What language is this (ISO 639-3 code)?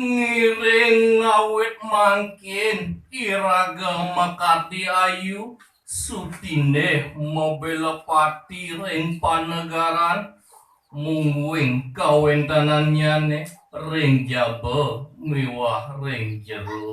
ban